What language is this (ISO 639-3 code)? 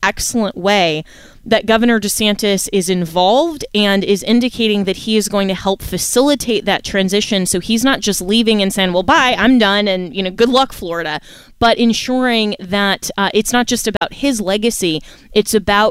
eng